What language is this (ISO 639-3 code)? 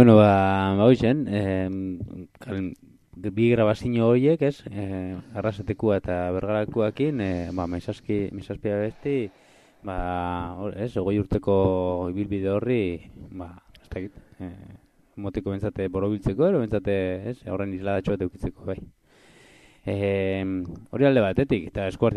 eus